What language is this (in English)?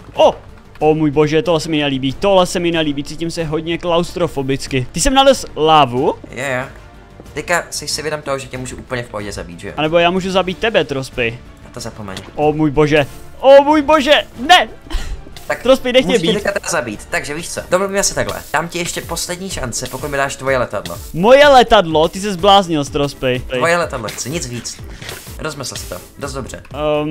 Czech